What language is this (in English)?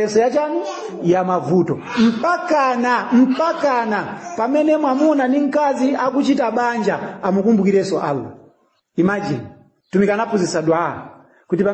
Nyanja